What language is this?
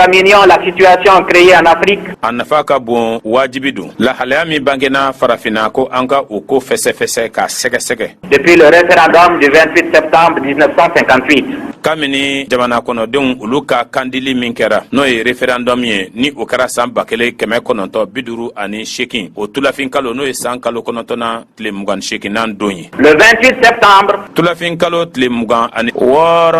Bambara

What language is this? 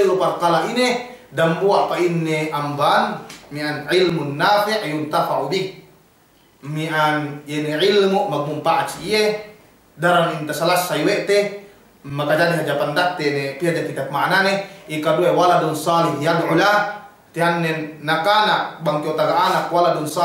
Yakan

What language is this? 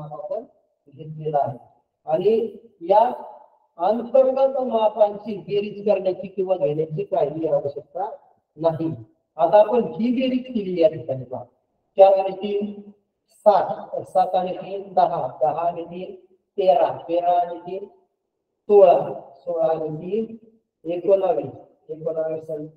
Marathi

